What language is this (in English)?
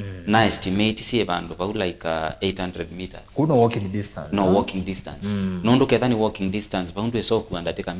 Kamba